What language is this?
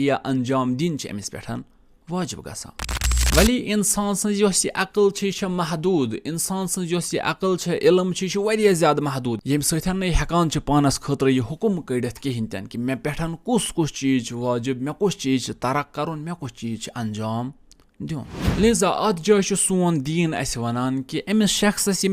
Kashmiri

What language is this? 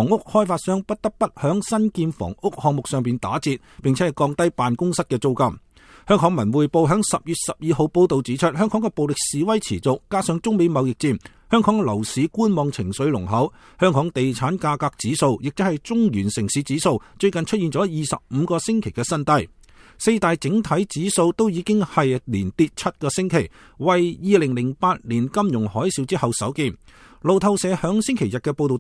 Cantonese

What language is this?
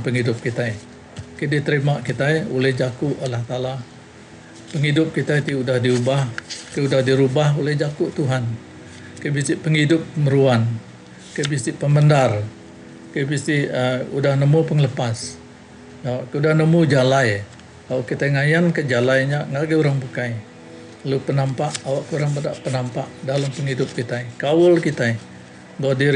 Iban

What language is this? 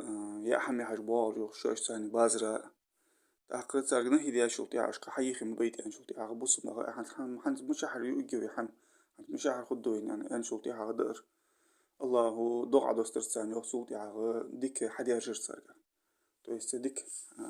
Ingush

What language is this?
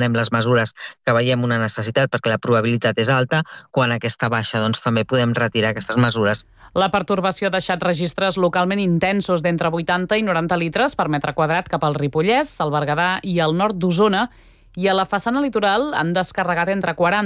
Catalan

